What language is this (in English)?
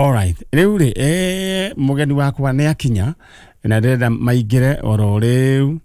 Kikuyu